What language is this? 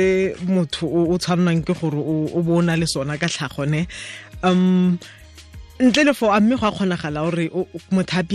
Tswana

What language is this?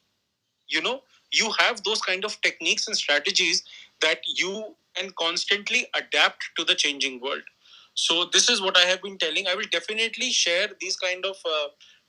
English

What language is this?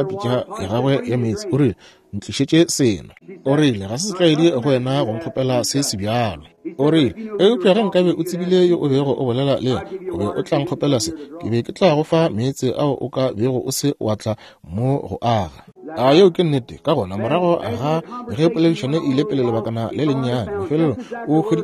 Northern Sotho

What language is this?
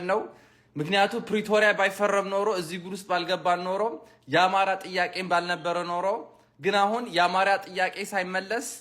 Amharic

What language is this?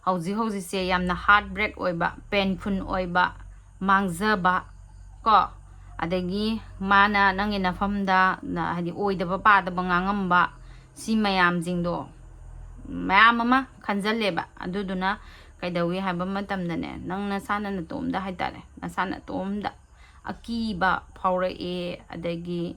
Manipuri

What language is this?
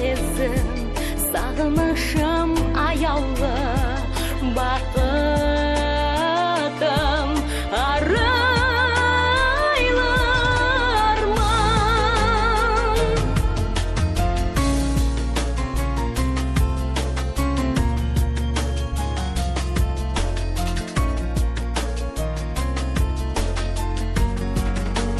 Kazakh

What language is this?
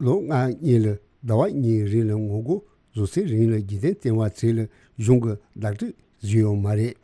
Tibetan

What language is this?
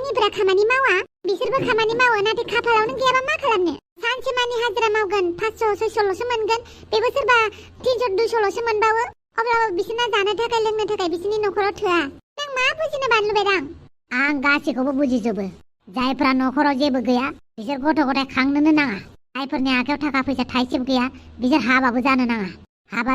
Bodo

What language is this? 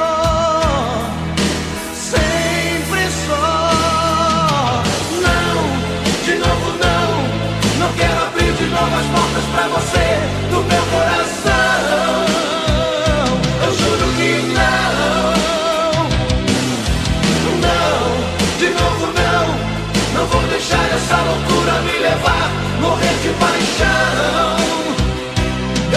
Portuguese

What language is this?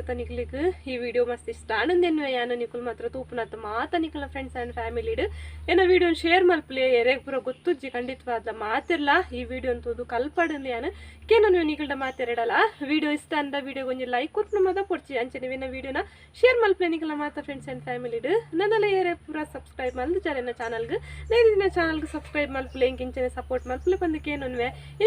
Tulu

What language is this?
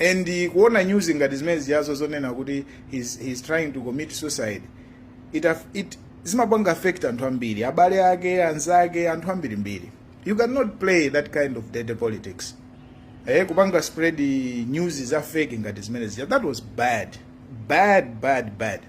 Nyanja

